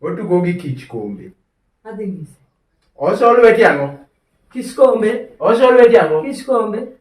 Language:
Luo (Kenya and Tanzania)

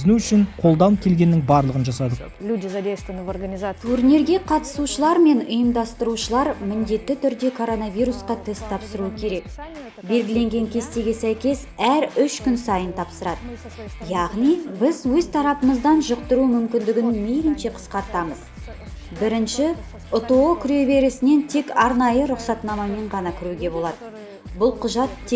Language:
Kazakh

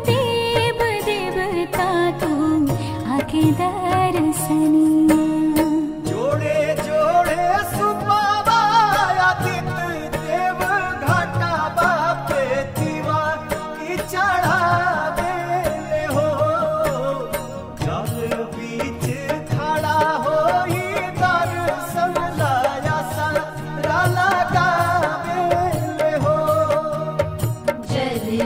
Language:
Bhojpuri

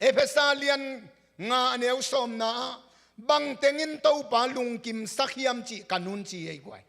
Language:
Tedim Chin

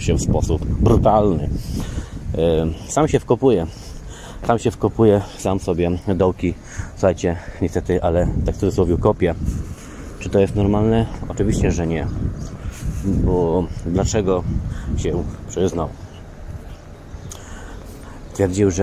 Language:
Polish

